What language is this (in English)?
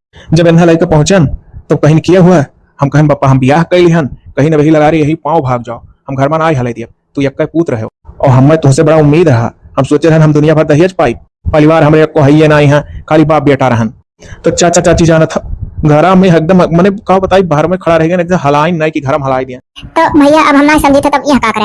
Awadhi